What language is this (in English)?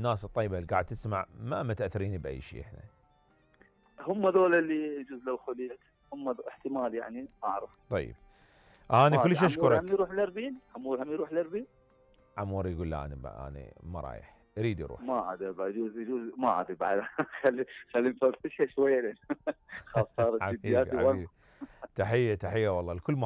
Mesopotamian Arabic